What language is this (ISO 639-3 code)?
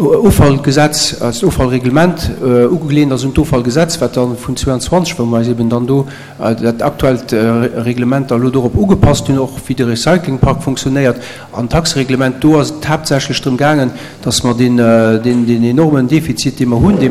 ltz